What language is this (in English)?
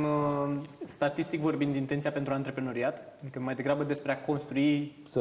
Romanian